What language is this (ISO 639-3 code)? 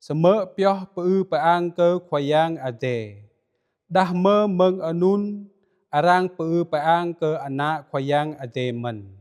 jra